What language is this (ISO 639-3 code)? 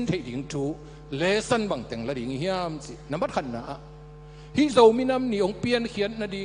ctd